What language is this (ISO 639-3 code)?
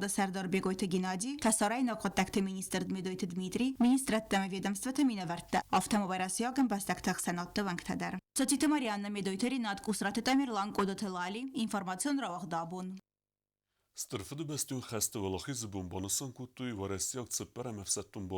oss